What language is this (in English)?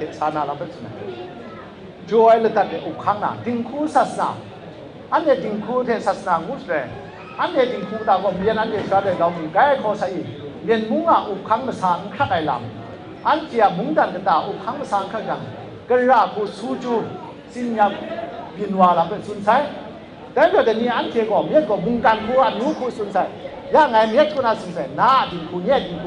Kachin